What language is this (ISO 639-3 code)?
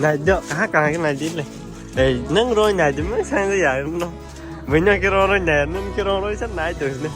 trp